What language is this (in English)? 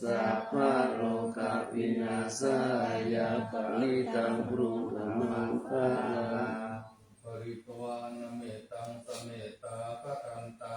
Pali